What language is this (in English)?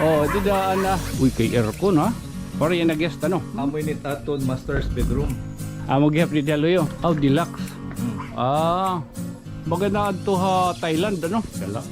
Waray